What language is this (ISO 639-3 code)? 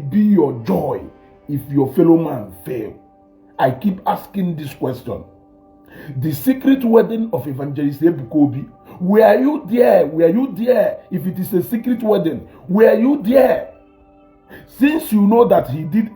ibo